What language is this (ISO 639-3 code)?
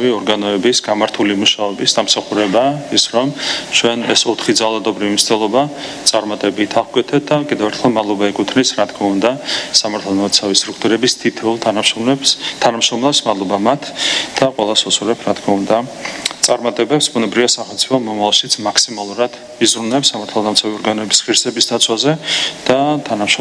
kat